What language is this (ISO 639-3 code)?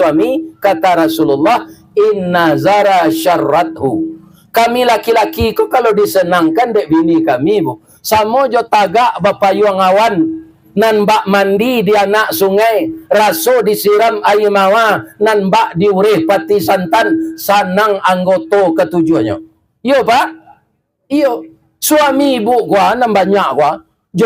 min